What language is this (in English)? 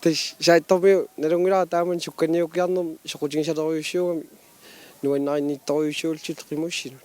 Kalaallisut